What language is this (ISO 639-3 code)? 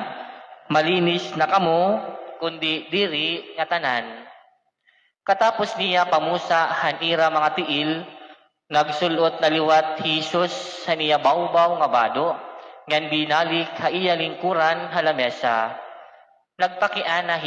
war